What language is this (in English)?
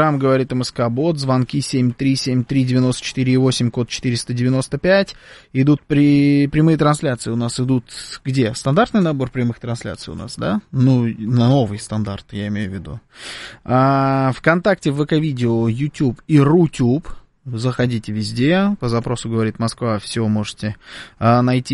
Russian